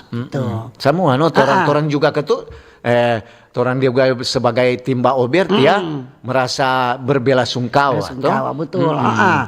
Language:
Manado Malay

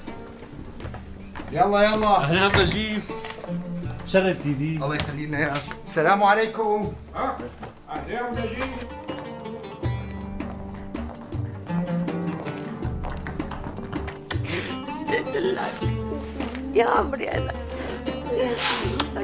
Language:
North Levantine Arabic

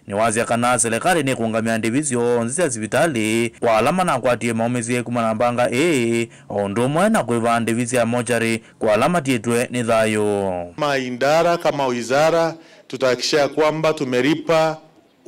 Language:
Kamba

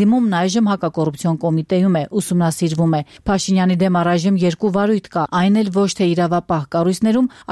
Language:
Armenian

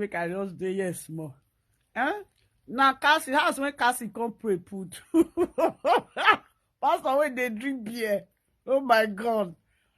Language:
Nigerian Pidgin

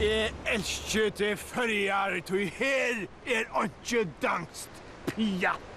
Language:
Faroese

